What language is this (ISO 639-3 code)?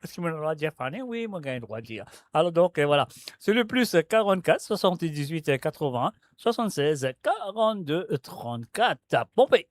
mfe